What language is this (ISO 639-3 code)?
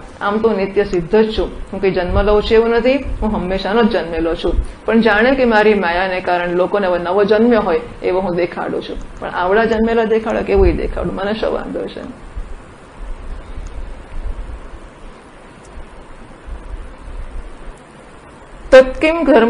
guj